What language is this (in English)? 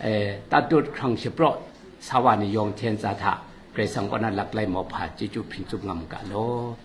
Kachin